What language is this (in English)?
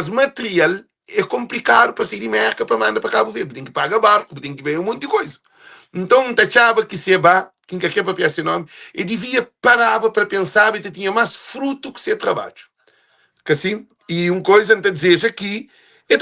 Kabuverdianu